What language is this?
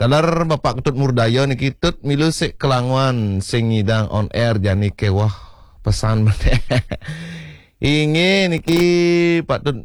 Balinese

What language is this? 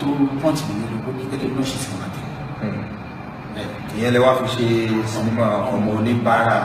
Yoruba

